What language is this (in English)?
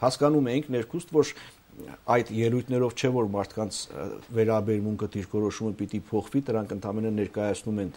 Armenian